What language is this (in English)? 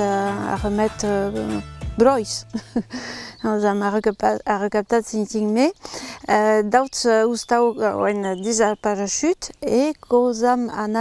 Occitan